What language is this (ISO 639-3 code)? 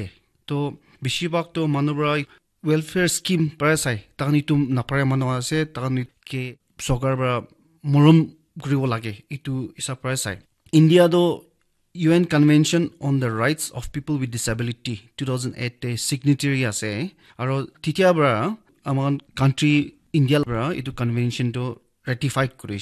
nag